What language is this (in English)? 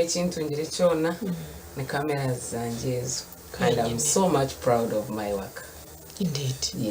Nyankole